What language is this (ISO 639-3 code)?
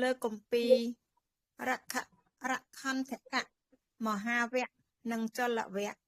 khm